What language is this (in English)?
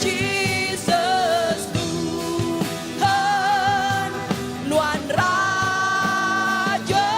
Iban